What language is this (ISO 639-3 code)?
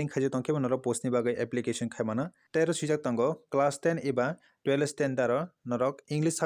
trp